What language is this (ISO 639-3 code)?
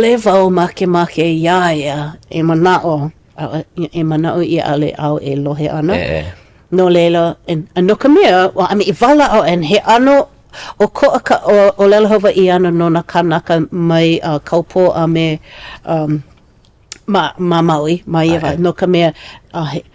haw